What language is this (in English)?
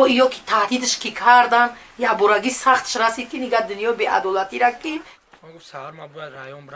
Tajik